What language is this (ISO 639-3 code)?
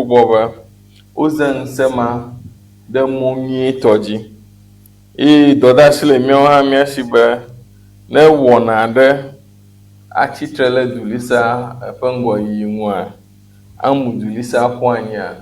ewe